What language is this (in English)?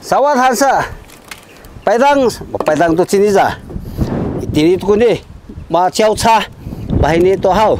Sakizaya